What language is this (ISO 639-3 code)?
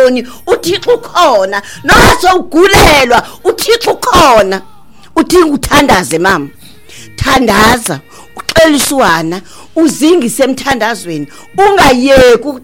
xho